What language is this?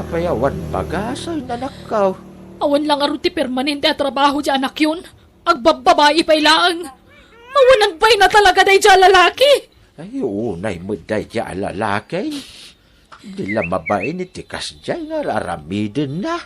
Iloko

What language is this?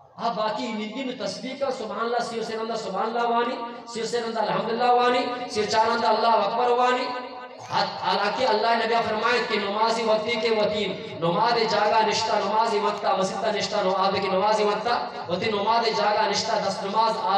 Eastern Balochi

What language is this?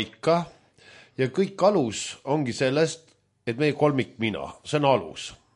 Estonian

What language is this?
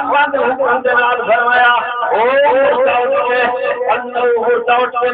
Saraiki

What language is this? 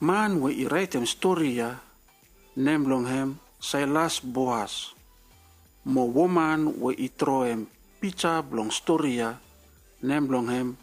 Bislama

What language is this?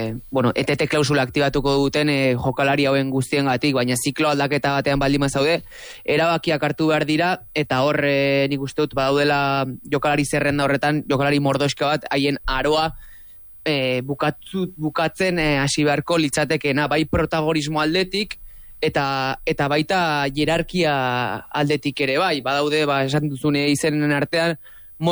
Basque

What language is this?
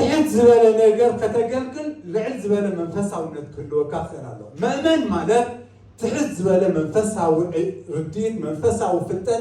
Tigrinya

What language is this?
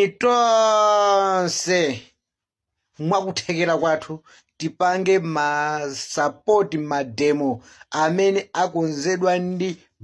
Nyanja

